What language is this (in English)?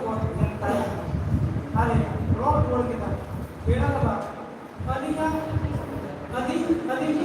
Santali